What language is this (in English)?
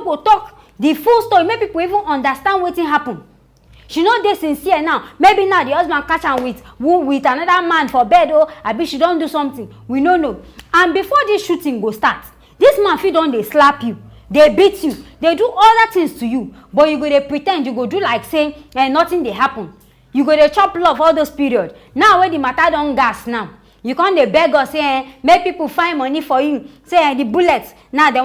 Nigerian Pidgin